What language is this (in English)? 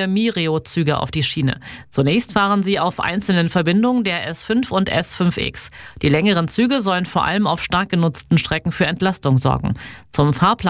German